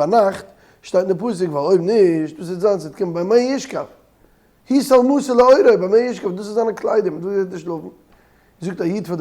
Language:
Yiddish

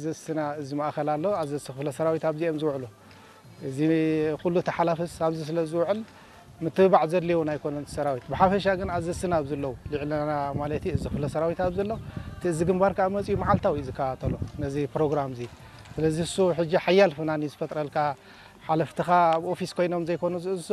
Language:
Tigrinya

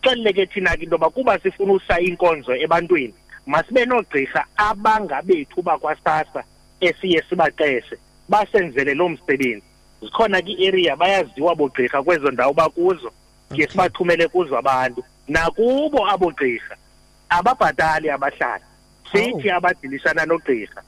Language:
Xhosa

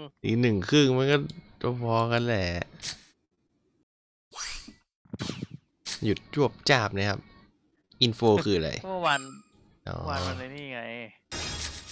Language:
Thai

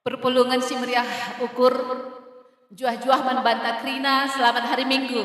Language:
Batak Karo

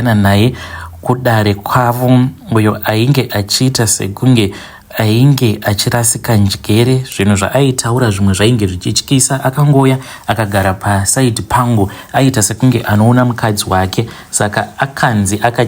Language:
Shona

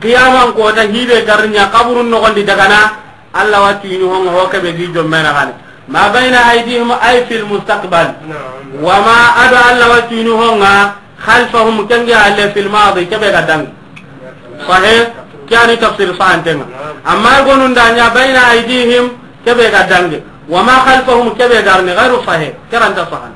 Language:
Soninke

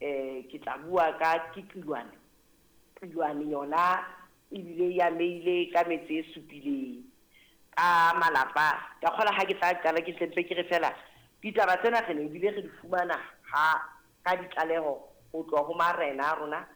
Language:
Southern Sotho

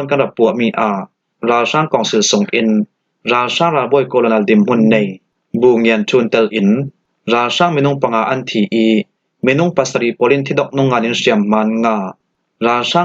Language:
Falam Chin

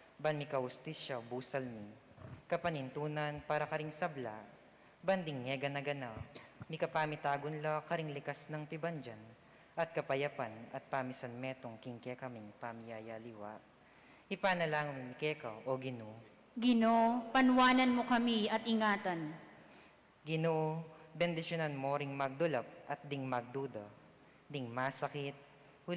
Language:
Pampanga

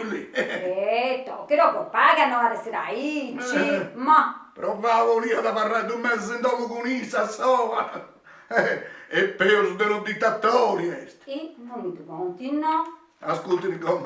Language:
Sardinian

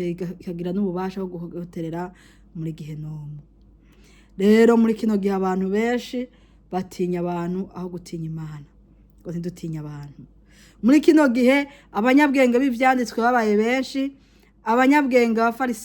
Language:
Rundi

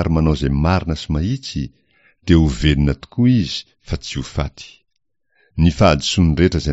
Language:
Malagasy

